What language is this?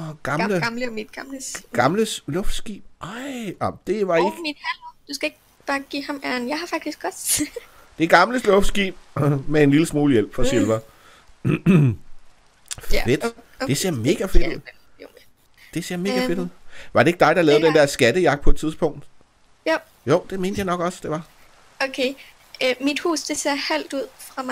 Danish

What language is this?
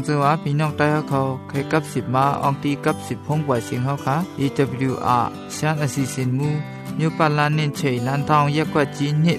Thai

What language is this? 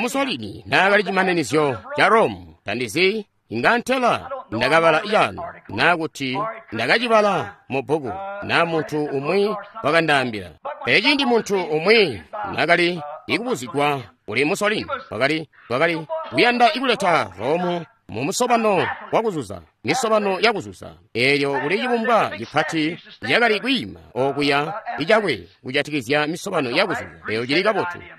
Tonga (Zambia)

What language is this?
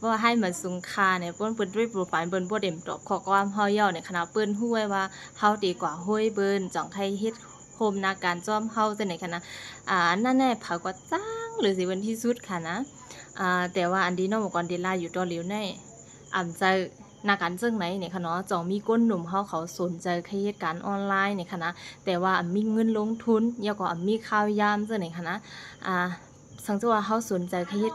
Shan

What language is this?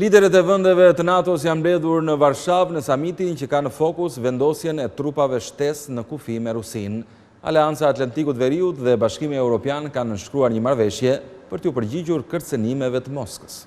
Albanian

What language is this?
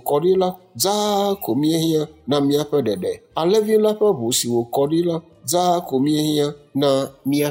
Ewe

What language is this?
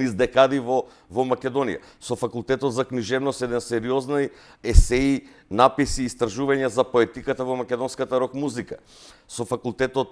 Macedonian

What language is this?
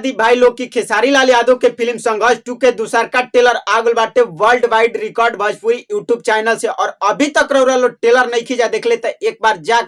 Bhojpuri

